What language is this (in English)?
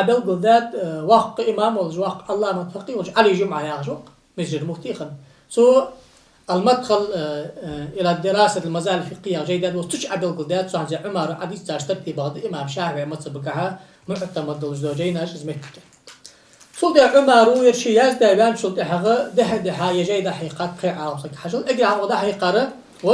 Ingush